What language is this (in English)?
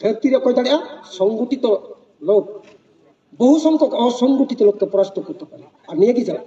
Santali